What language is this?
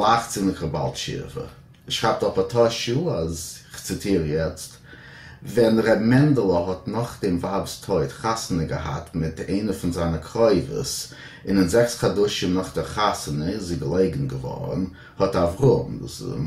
Yiddish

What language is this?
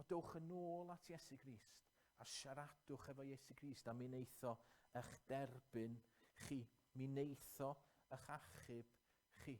Welsh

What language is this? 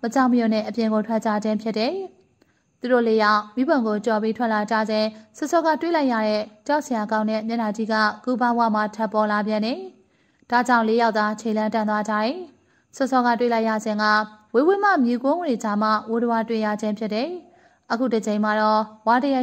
Burmese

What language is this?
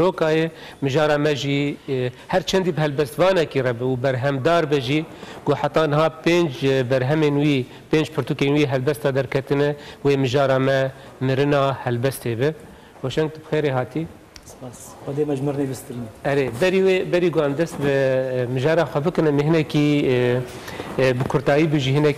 Kurdish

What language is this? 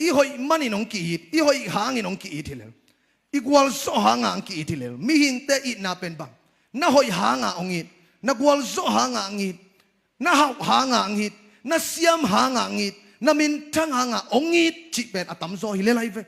Tedim Chin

